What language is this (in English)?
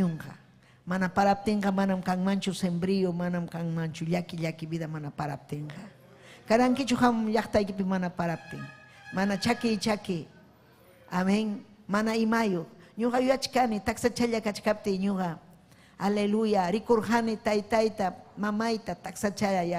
Ayacucho Quechua